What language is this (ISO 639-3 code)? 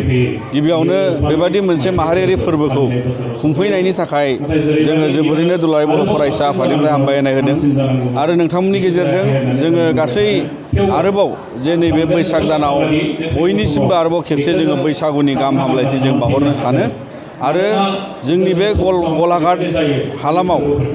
brx